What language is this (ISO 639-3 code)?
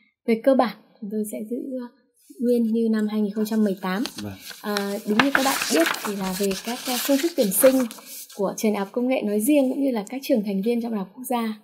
vie